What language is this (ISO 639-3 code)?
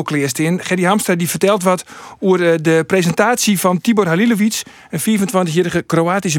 fry